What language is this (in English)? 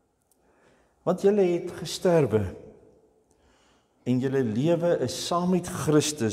Afrikaans